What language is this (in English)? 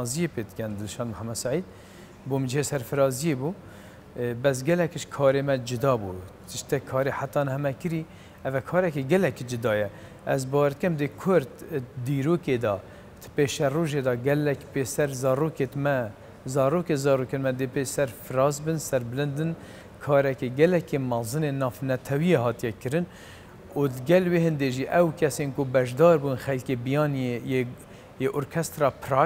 Kurdish